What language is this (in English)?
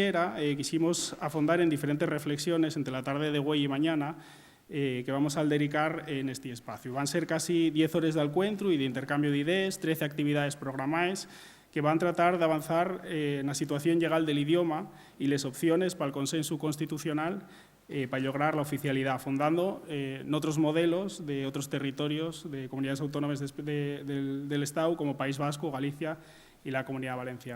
Asturian